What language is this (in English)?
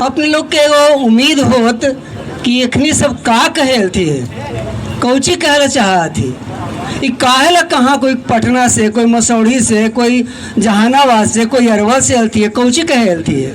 Magahi